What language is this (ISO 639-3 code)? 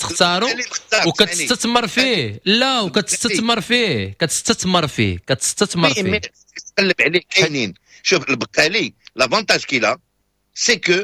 ary